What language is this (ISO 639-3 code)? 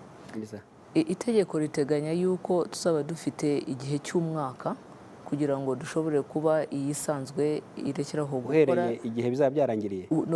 kin